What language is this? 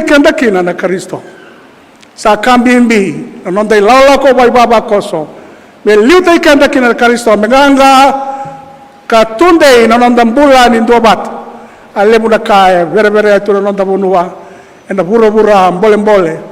Fijian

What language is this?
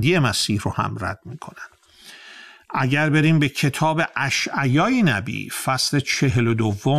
Persian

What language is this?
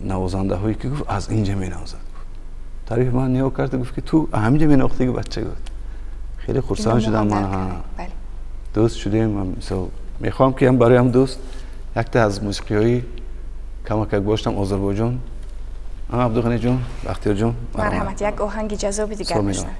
Tajik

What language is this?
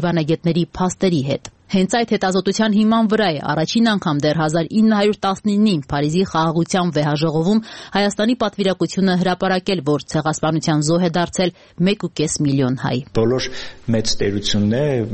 Armenian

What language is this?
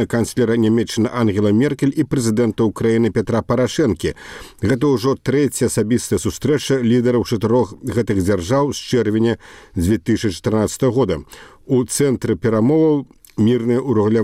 Belarusian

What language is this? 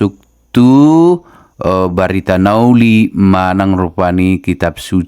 Batak Toba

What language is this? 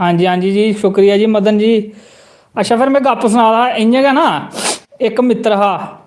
Dogri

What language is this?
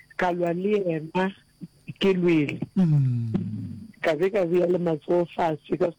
Northern Sotho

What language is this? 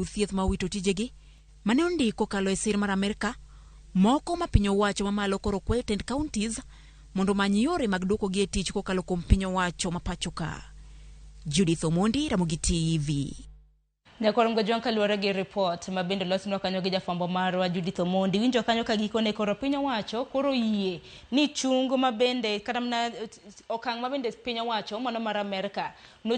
Luo (Kenya and Tanzania)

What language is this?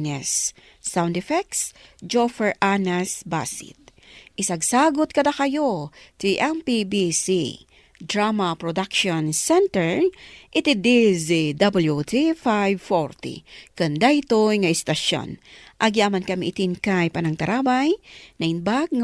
Iloko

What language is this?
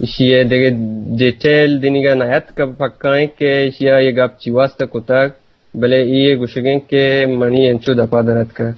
Eastern Balochi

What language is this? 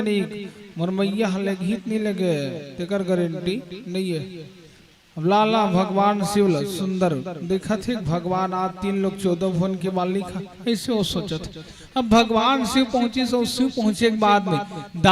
Chhattisgarhi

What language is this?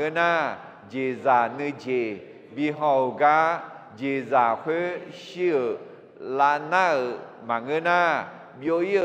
Akha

